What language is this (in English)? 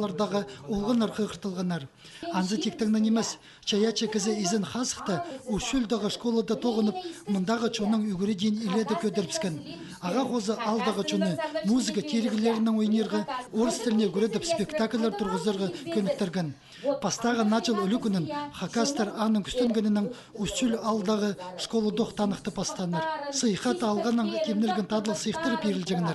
Khakas